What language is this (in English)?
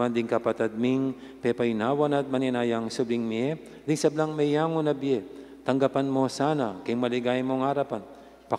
Pampanga